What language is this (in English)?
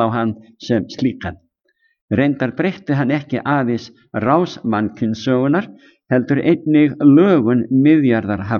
Icelandic